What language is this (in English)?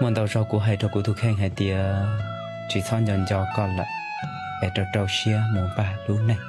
Hmong